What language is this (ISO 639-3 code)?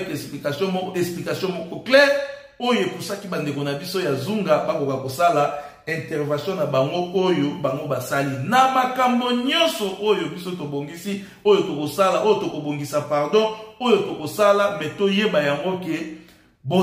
lin